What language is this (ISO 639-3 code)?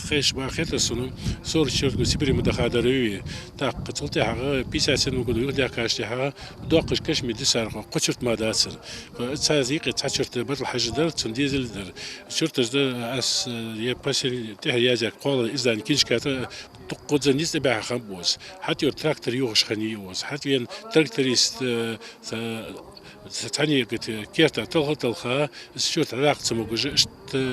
inh